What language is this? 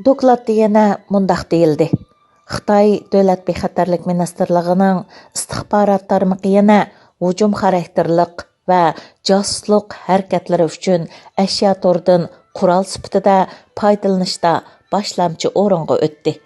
Uyghur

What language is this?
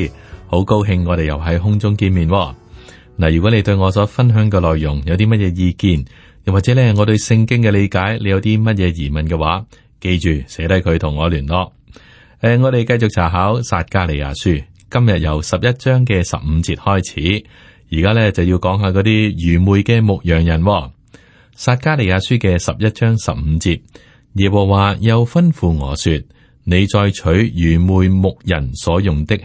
Cantonese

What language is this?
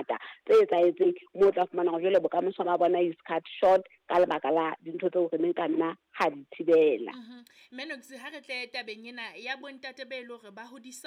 Southern Sotho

